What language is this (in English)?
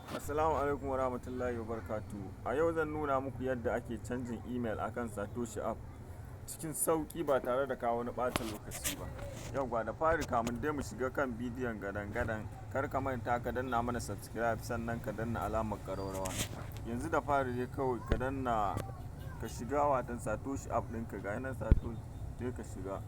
Hausa